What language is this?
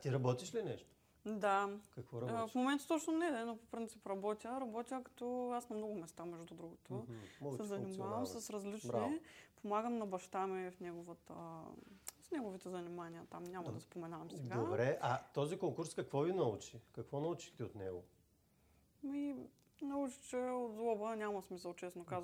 Bulgarian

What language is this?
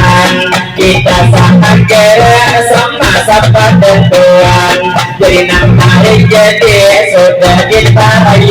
Banjar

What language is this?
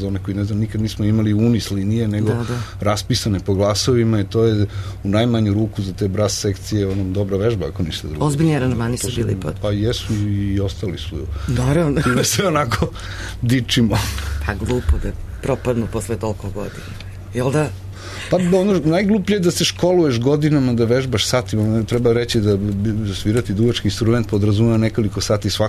Serbian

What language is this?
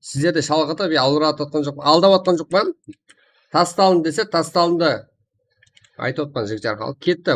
Kara-Kalpak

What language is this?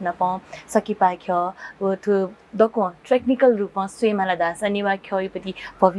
Newari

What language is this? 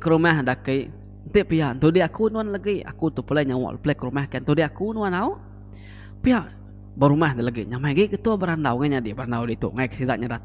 Iban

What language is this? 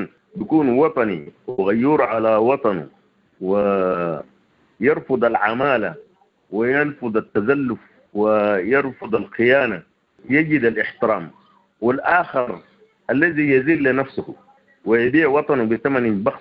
Sudanese Arabic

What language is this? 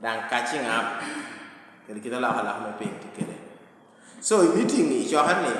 Lango (Uganda)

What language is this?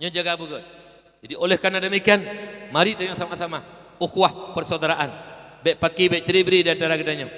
Achinese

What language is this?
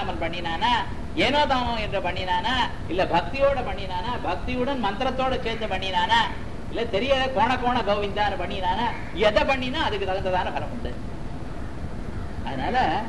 Tamil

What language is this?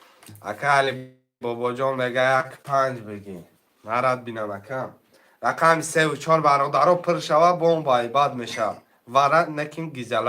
Tajik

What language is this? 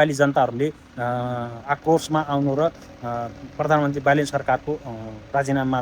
Nepali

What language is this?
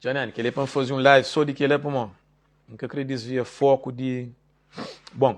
Kabuverdianu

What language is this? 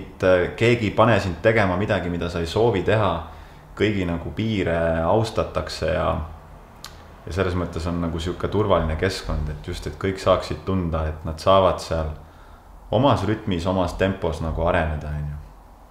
Estonian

